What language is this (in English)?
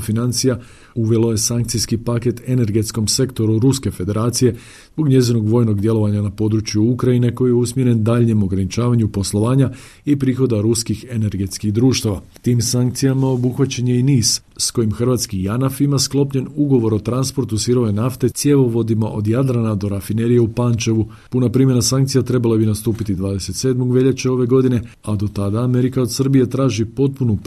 Croatian